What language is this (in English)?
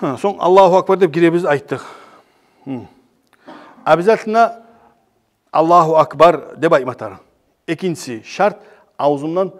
Kumyk